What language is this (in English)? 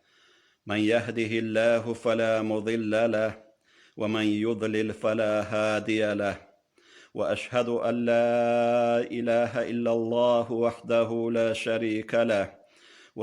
Avaric